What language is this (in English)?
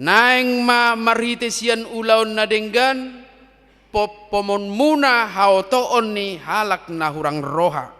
Batak Toba